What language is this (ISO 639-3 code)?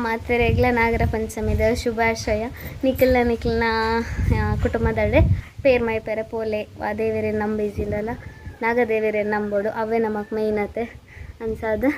tcy